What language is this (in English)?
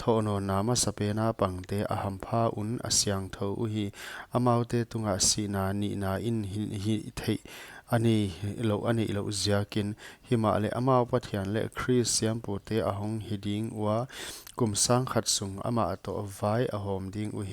Paite Chin